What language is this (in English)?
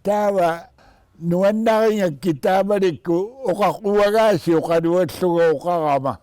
Kalaallisut